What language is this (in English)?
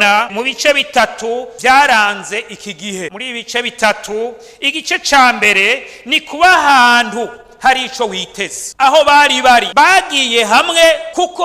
Rundi